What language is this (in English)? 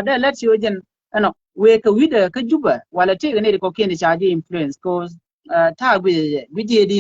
Nuer